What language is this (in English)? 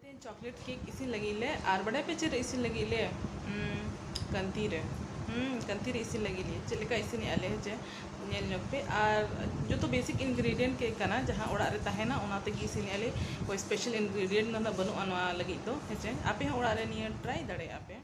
Santali